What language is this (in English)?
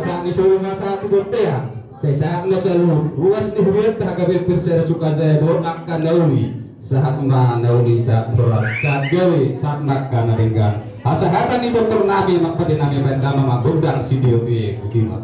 Batak Toba